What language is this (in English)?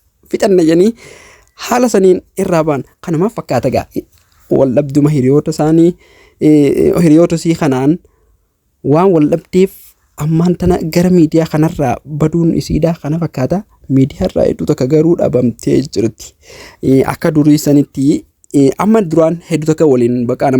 Oromo